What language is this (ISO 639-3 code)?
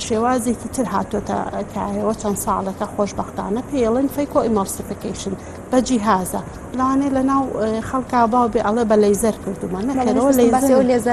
ckb